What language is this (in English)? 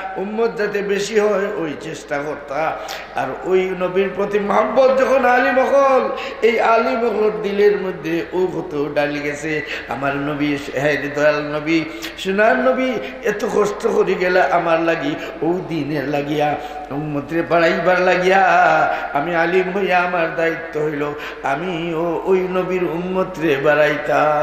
Sylheti